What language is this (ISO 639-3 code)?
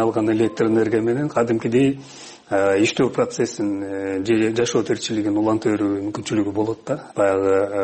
kir